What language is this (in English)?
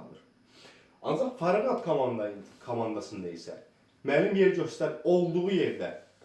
Azerbaijani